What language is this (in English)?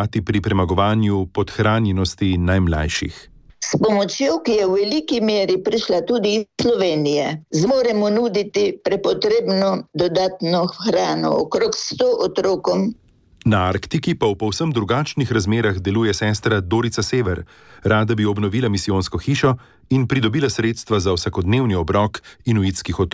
Slovenian